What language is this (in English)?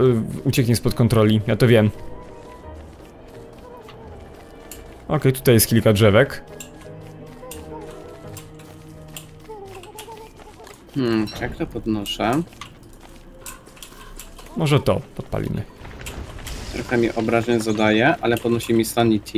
Polish